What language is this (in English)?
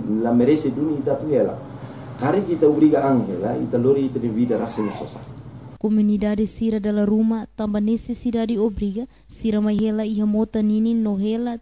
Tetum